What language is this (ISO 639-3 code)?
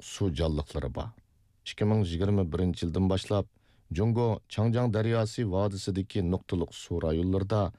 uig